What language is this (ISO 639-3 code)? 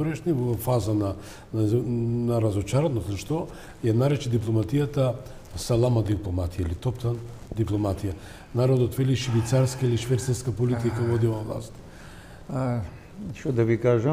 mkd